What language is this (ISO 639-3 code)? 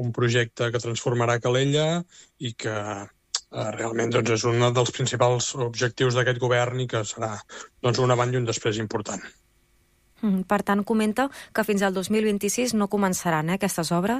cat